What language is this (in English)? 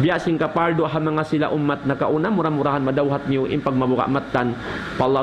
Tausug